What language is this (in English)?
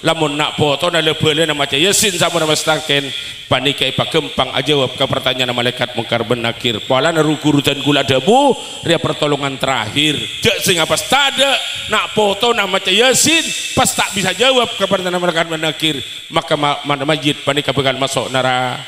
Madurese